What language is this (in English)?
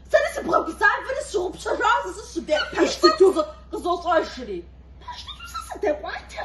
Kabardian